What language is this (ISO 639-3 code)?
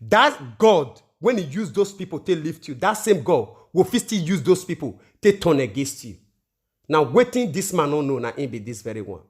pcm